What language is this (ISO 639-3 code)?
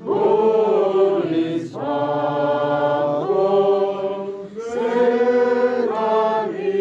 bts